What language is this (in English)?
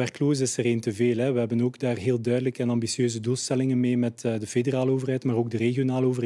Dutch